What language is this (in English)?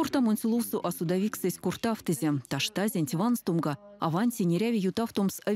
Erzya